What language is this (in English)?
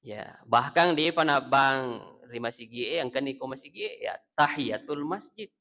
Buginese